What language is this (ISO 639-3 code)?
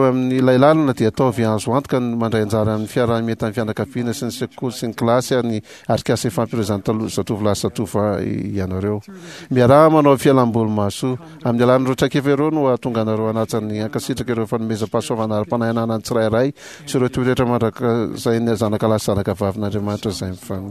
mlg